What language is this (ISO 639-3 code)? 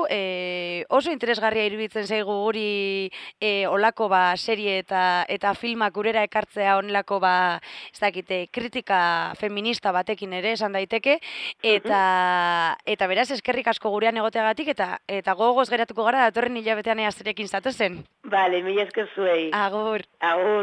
eus